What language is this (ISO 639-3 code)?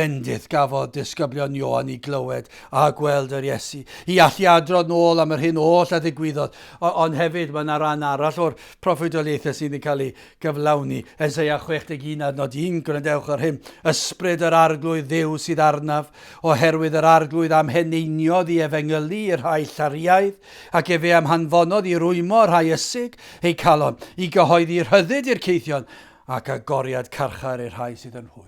cym